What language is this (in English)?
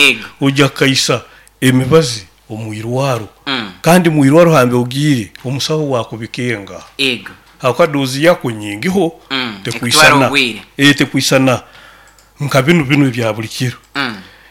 Nyoro